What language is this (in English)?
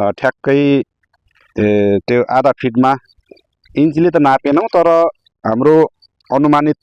Nepali